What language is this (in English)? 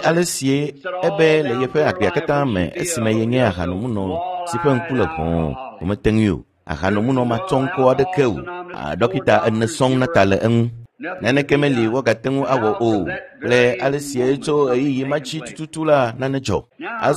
Ewe